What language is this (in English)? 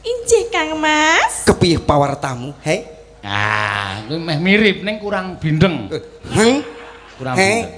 Javanese